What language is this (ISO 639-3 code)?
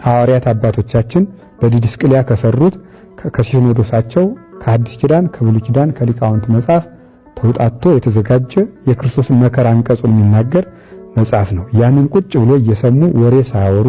amh